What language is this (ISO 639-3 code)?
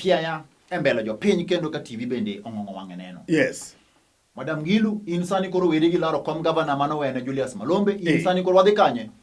luo